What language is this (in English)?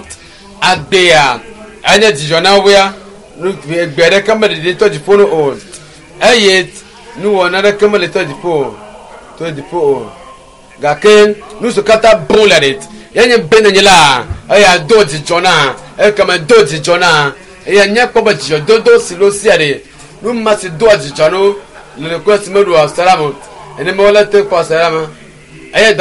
Ewe